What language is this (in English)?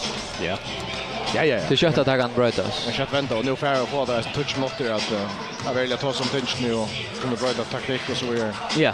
Faroese